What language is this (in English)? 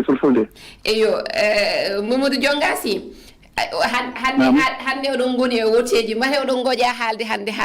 Fula